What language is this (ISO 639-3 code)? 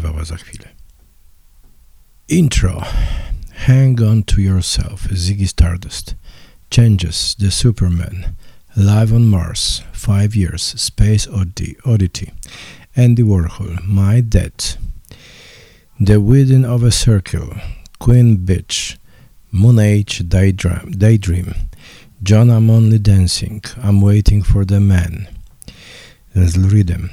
pol